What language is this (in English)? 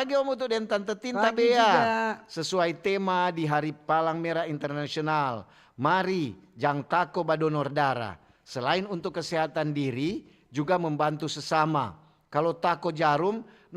Manado Malay